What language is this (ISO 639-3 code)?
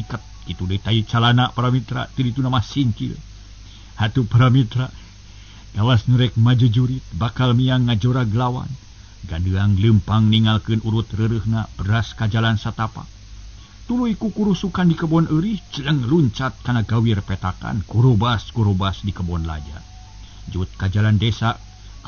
sun